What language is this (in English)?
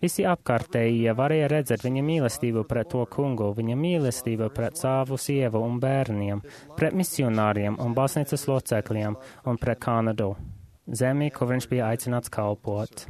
Latvian